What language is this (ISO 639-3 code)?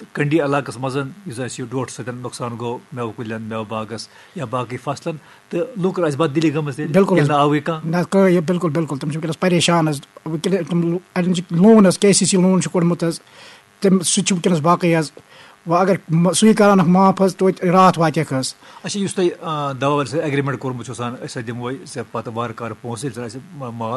kas